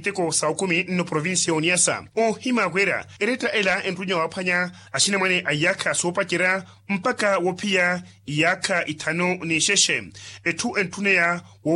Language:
Makhuwa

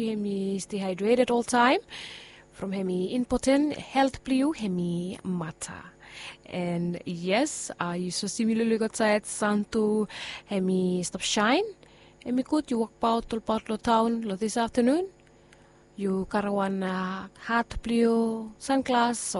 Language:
Bislama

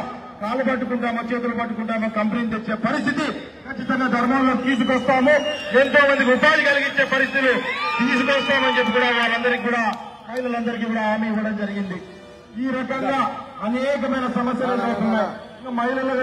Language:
Telugu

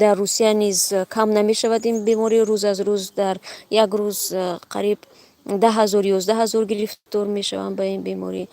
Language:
Tajik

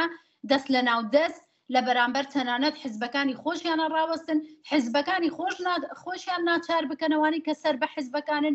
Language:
Central Kurdish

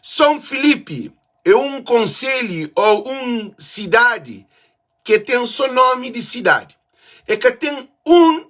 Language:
Kabuverdianu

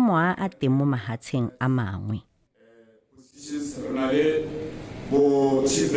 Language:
Tswana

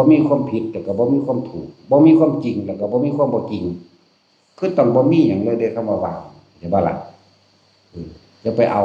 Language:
Northeastern Thai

